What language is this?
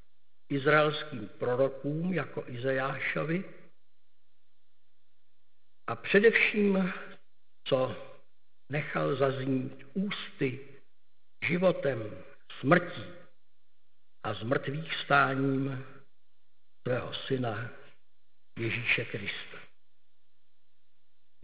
Czech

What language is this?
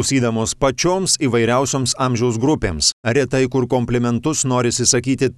Lithuanian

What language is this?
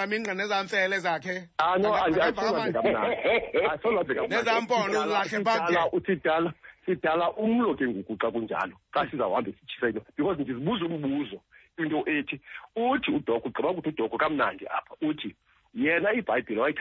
Xhosa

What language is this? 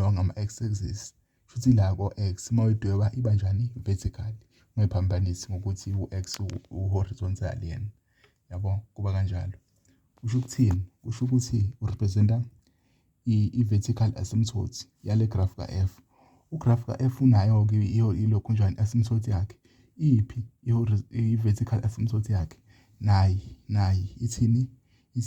Zulu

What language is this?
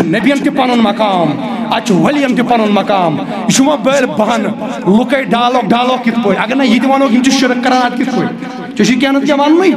Kashmiri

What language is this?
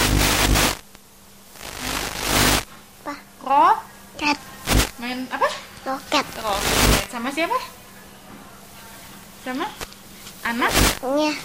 Indonesian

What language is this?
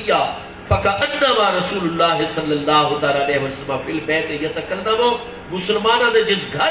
Saraiki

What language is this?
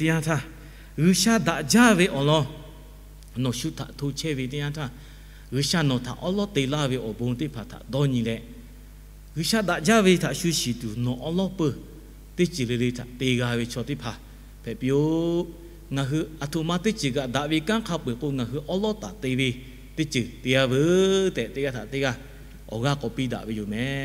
Lahu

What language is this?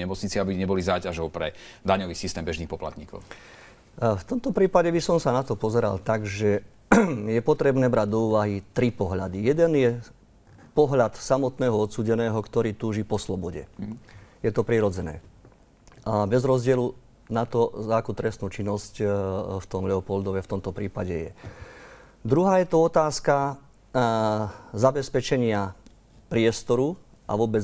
Slovak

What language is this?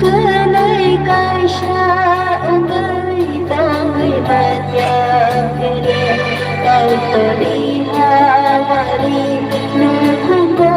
Kok Borok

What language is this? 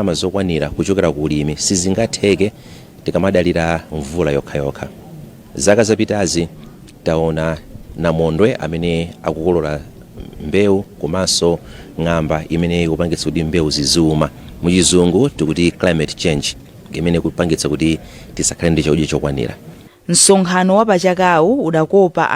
Nyanja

